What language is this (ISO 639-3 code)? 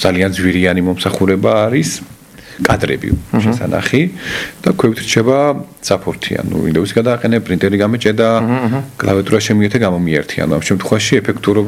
kat